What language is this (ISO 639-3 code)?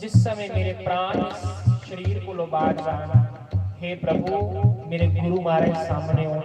doi